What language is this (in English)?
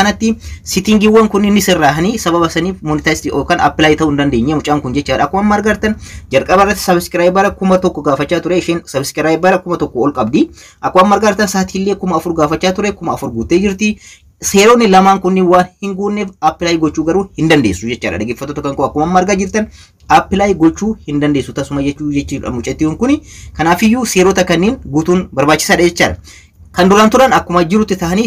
Oromo